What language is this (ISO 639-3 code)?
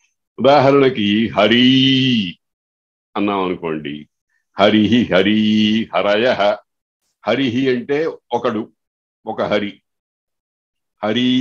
tel